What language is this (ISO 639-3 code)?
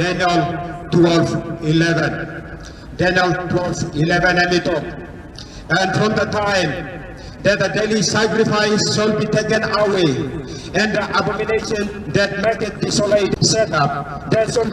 tpi